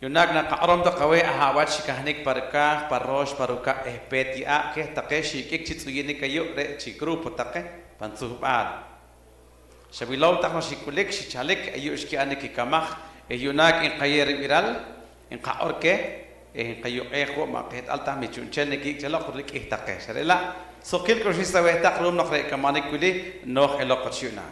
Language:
Poqomchi'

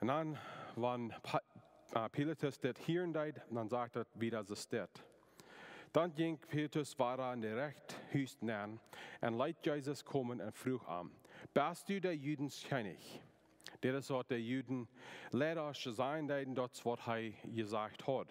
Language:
Plautdietsch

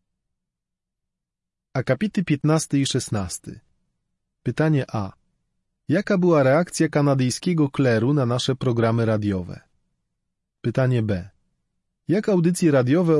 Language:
Polish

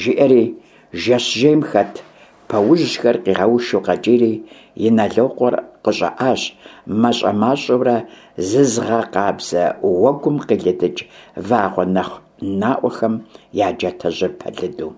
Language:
Kabardian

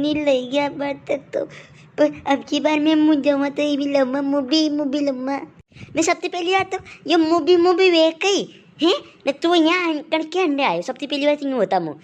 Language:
Rajasthani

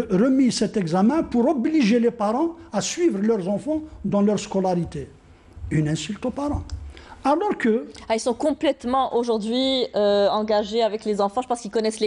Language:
French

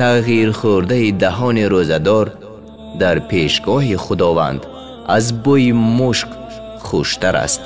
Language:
Tajik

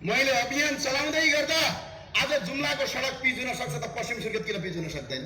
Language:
Nepali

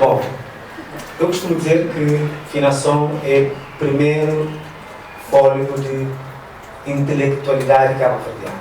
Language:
Kabuverdianu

